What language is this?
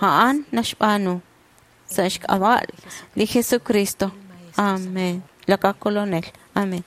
Kekchí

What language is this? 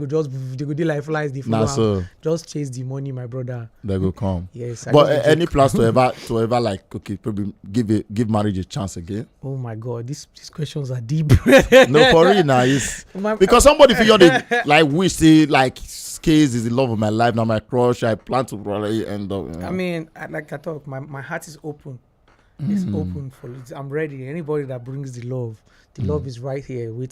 Nigerian Pidgin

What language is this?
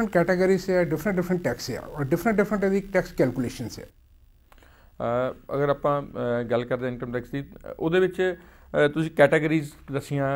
Punjabi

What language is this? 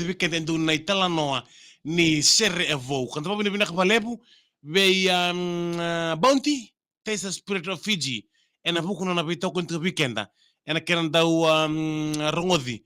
Fijian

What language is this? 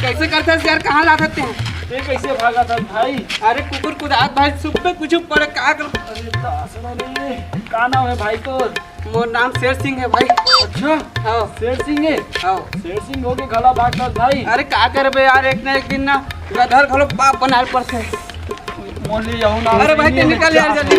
Chhattisgarhi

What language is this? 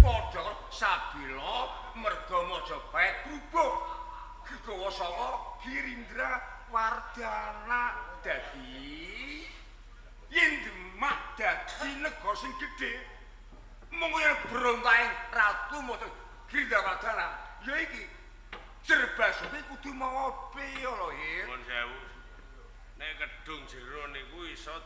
Javanese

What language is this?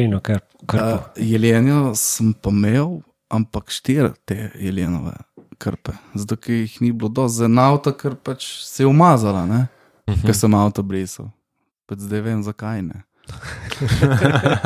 Slovenian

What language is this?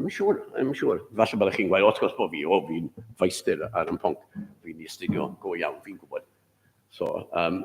Welsh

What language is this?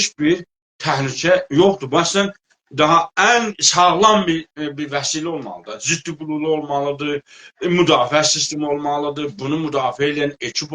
South Azerbaijani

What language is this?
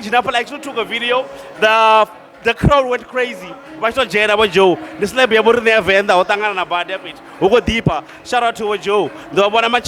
Venda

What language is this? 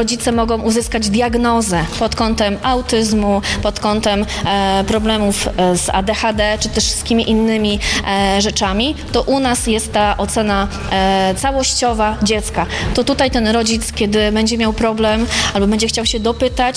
Polish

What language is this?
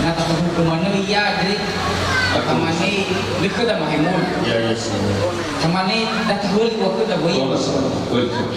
Nias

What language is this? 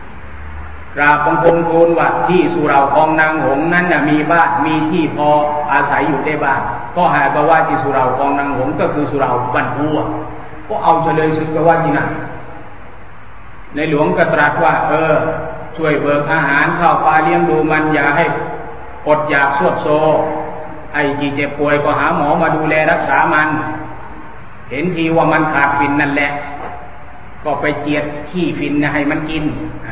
Thai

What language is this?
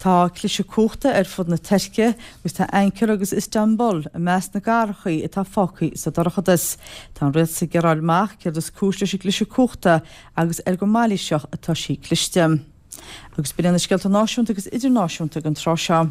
Irish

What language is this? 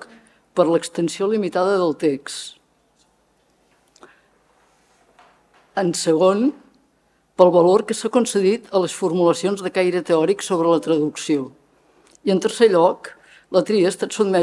Catalan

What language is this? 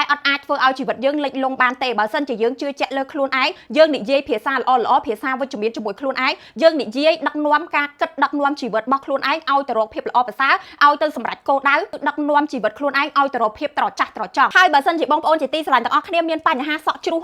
Khmer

